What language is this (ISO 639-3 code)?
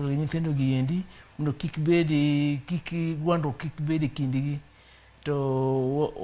luo